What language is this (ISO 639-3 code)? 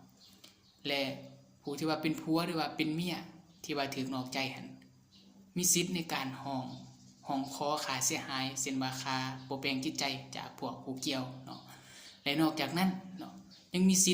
lao